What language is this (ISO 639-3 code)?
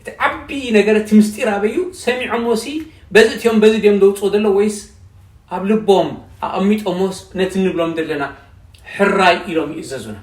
tir